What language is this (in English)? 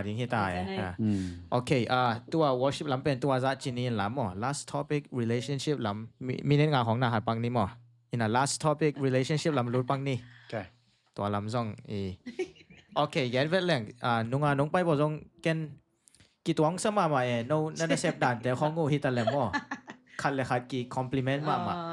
Tedim Chin